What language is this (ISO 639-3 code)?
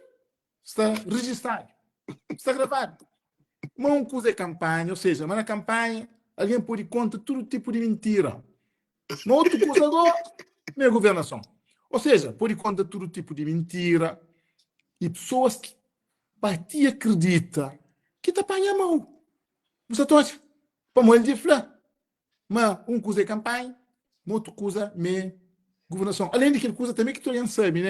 kea